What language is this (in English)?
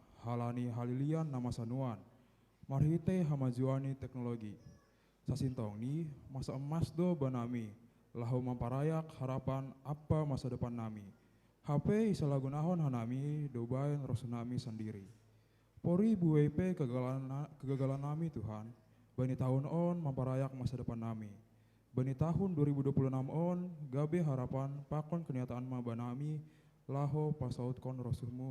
Batak Simalungun